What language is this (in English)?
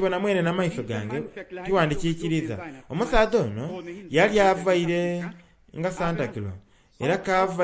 Soga